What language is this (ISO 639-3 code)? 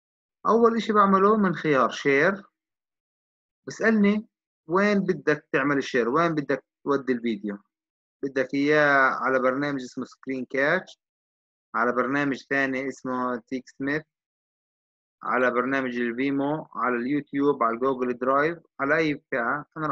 ajp